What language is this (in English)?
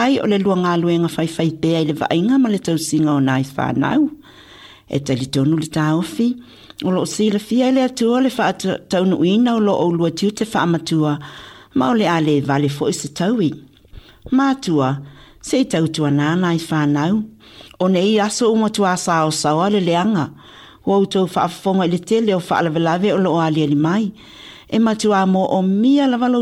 Samoan